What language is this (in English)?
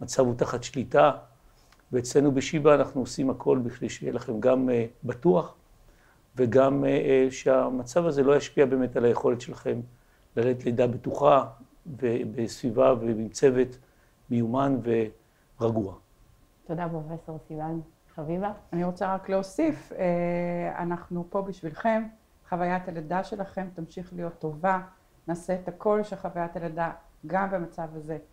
Hebrew